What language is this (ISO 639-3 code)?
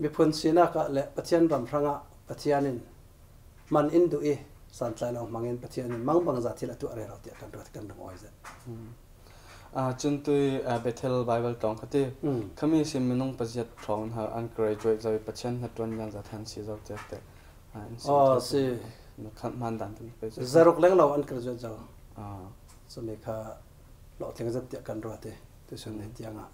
cfm